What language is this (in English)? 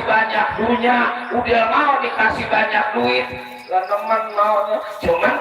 Betawi